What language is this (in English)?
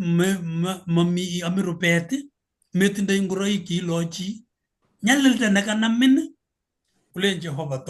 Kalenjin